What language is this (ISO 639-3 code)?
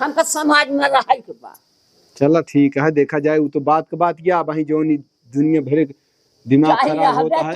awa